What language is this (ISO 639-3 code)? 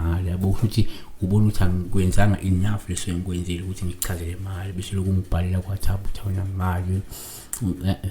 zul